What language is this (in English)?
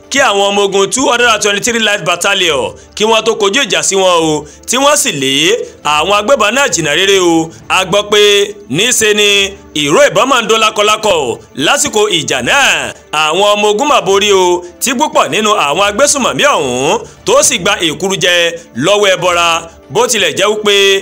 Yoruba